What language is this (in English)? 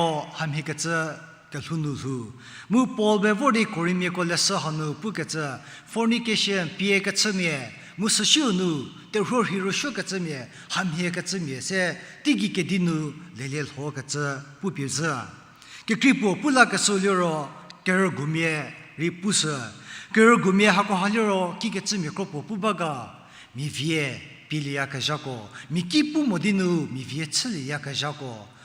Angami Naga